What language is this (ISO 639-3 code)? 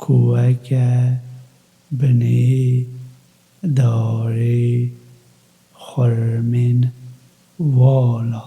kur